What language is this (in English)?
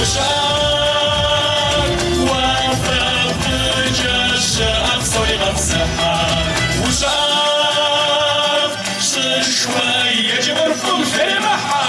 Kabardian